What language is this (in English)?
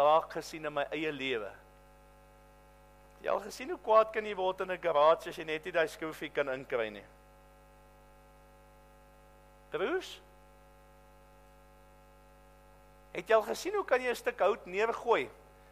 Afrikaans